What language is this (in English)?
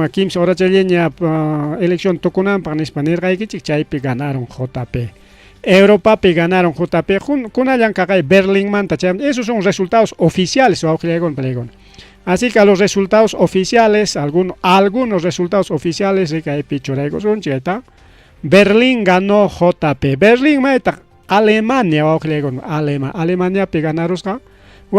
Ayacucho Quechua